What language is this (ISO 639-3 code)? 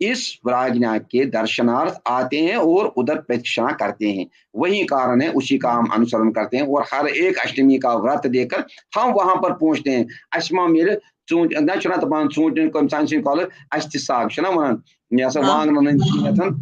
kas